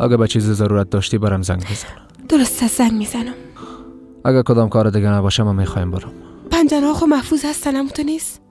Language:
Persian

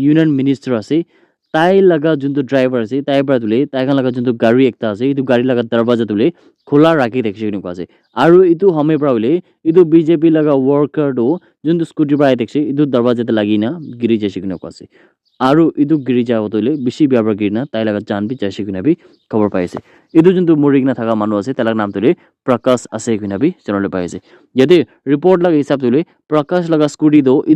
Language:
Naga Pidgin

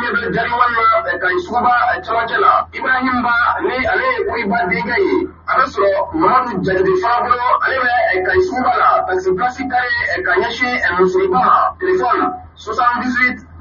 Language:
Bambara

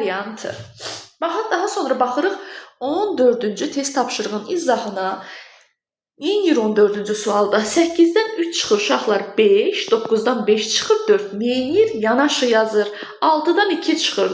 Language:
Azerbaijani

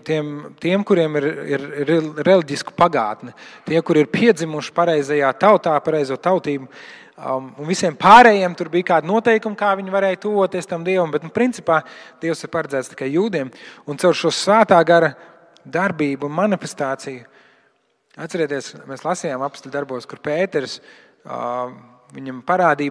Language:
Latvian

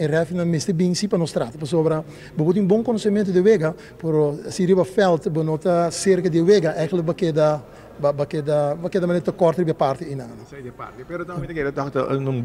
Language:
Papiamento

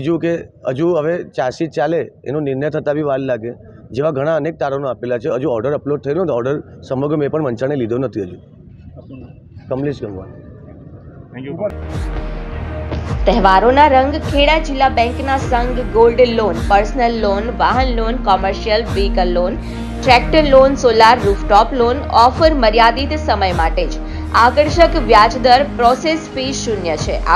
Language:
Gujarati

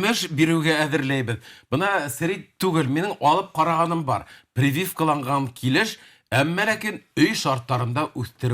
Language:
Bashkir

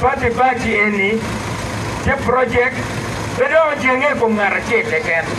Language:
Acoli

